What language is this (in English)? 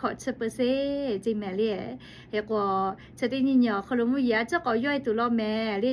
Lahu